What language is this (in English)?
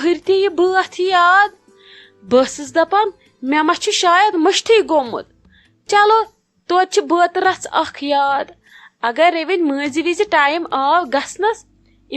Kashmiri